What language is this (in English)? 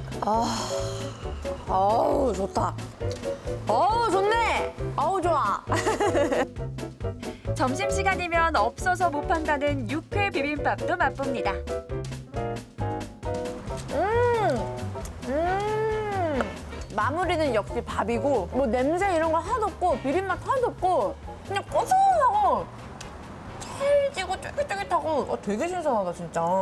Korean